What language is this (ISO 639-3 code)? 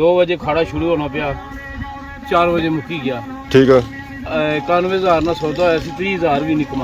phr